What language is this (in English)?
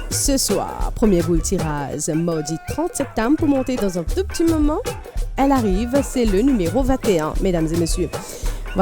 Morisyen